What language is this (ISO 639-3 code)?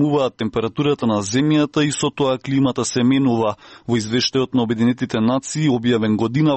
mkd